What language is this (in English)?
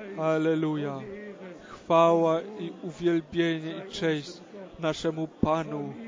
Polish